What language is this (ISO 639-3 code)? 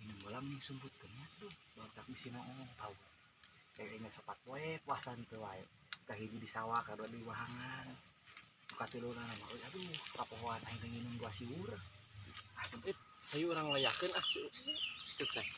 sun